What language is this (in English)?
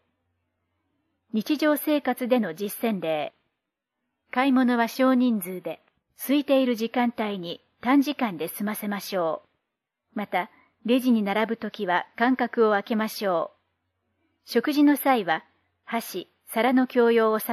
Japanese